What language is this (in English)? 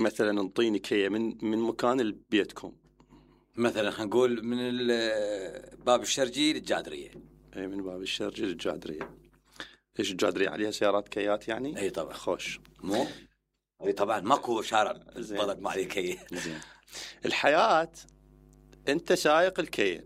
Mesopotamian Arabic